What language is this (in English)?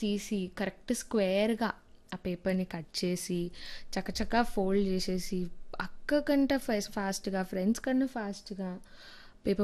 Telugu